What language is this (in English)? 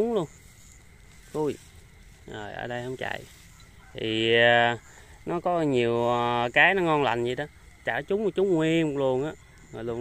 Vietnamese